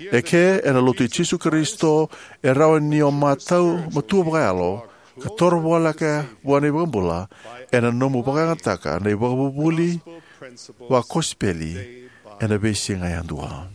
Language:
Fijian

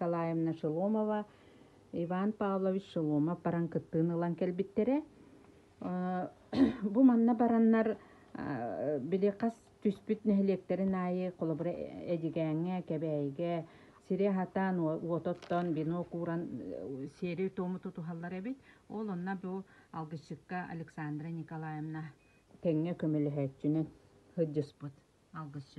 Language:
Yakut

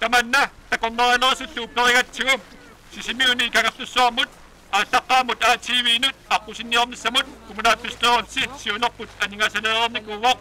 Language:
Kalaallisut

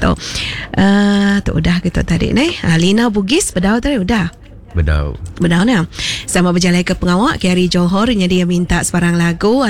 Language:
Iban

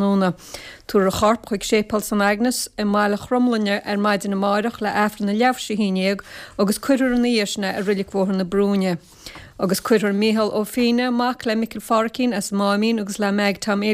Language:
Irish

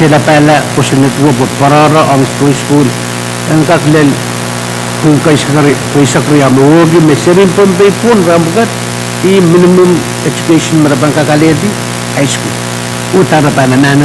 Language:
Pohnpeian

